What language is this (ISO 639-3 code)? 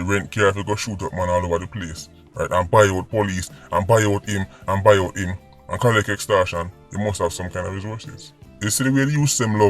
jam